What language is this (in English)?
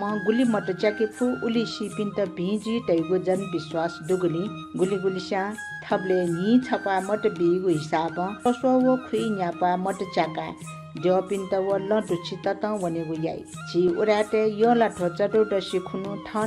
Newari